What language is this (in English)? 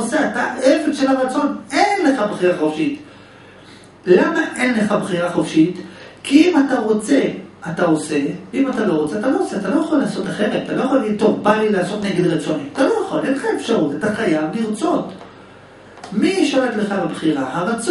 Hebrew